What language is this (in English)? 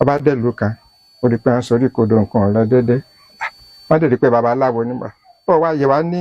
Yoruba